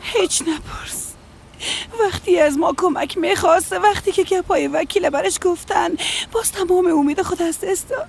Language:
Persian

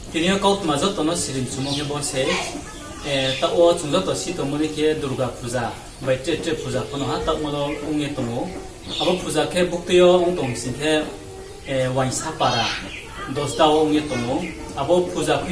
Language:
Riang (India)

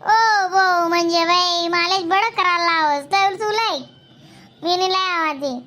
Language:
Khandesi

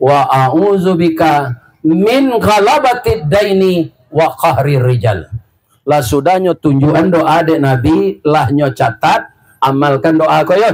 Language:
Minangkabau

